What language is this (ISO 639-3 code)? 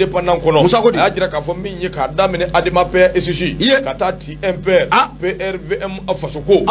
bam